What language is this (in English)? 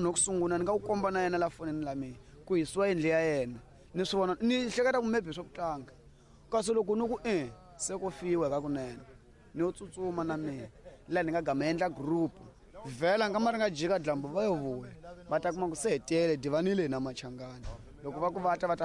Tsonga